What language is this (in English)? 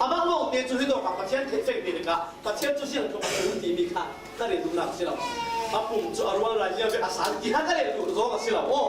Falam Chin